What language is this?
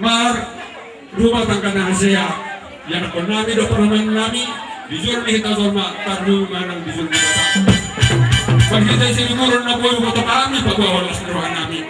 Batak Toba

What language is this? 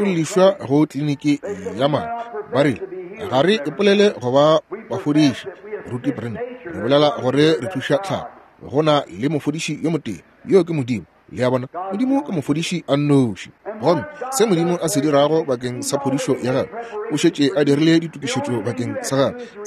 Northern Sotho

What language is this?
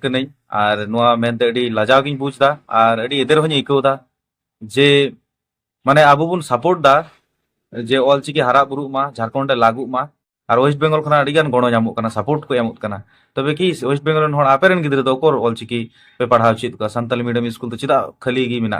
Santali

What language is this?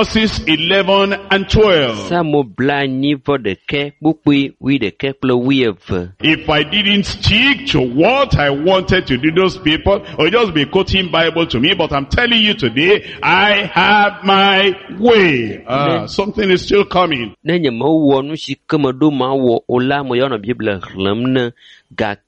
Ewe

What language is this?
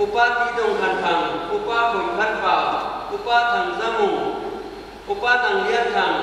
Paite Chin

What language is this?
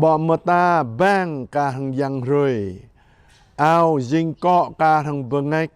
Jarai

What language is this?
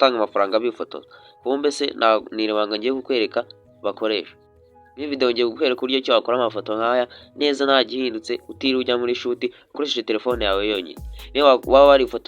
Kinyarwanda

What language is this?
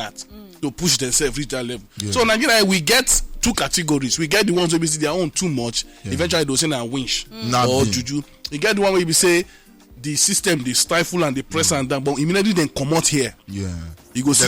Nigerian Pidgin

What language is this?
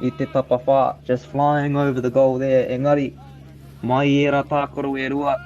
Māori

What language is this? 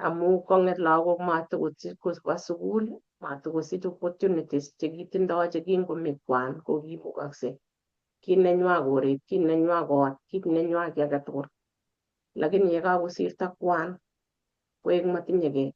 Kalenjin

